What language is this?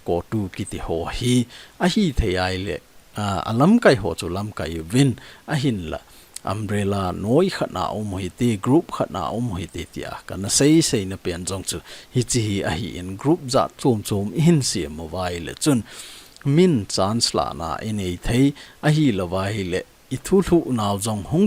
Thado Chin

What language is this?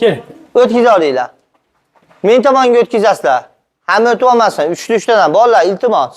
Uzbek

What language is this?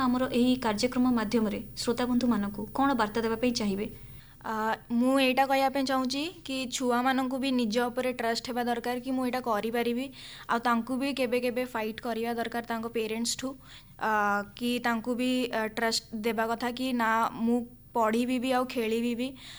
Odia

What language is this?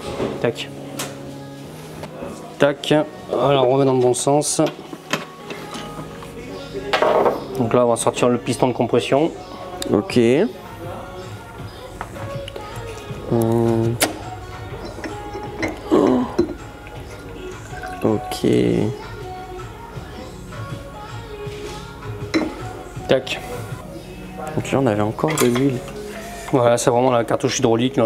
French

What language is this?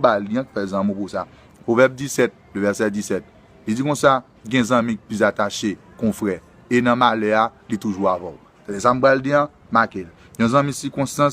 Haitian Creole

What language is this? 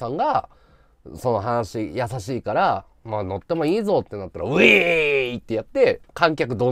Japanese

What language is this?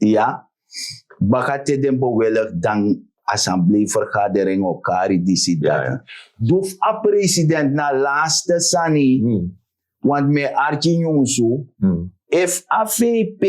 Sranan Tongo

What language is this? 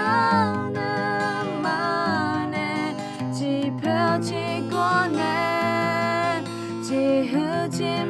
Akha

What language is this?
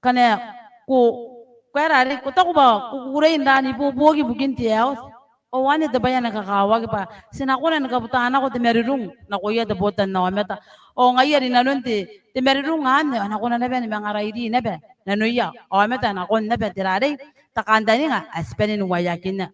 Gilbertese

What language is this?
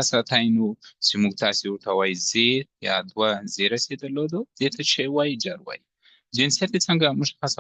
Pashto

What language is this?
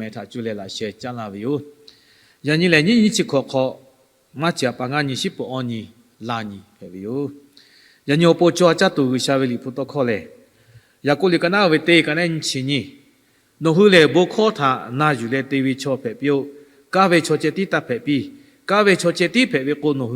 Lahu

